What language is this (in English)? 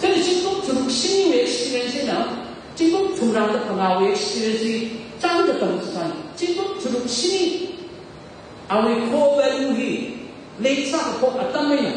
Tangkhul Naga (India)